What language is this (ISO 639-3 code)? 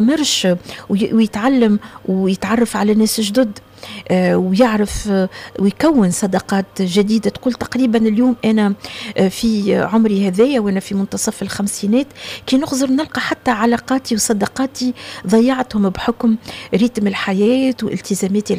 aeb